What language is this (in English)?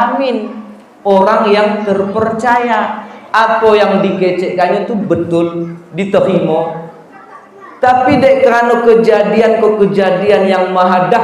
Minangkabau